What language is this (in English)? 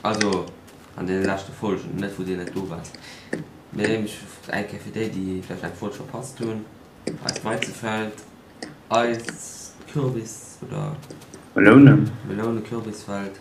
Luxembourgish